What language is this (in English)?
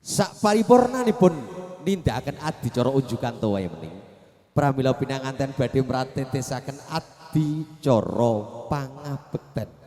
Javanese